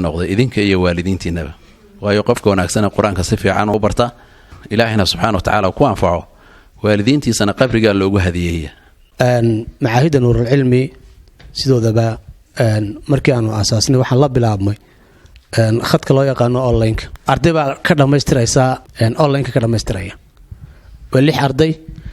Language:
Somali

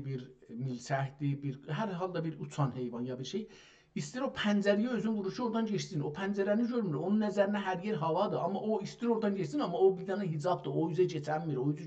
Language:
South Azerbaijani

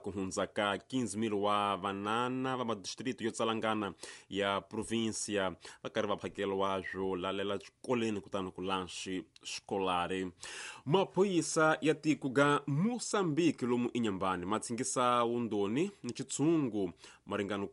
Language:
Tsonga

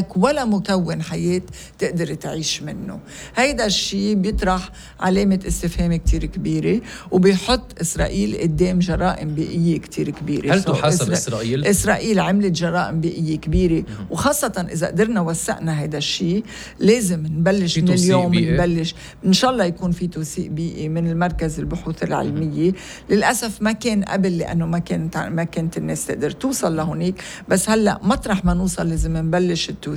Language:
North Levantine Arabic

